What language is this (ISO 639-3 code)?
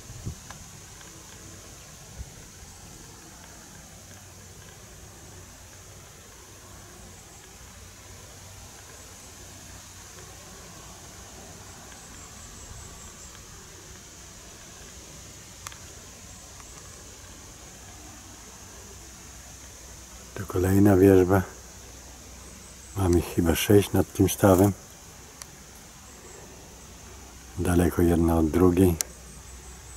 pol